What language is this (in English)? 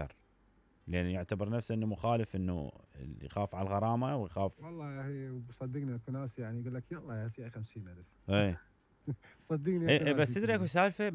Mesopotamian Arabic